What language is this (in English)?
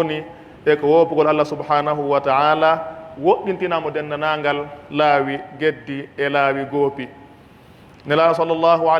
Pular